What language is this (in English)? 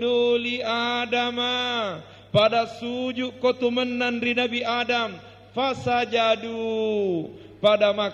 Buginese